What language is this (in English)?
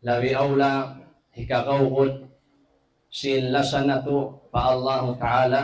Tausug